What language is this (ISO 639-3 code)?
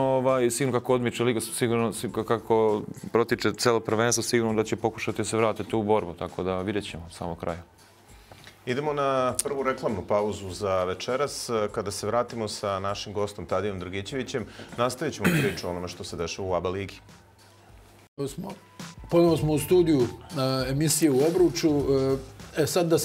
bos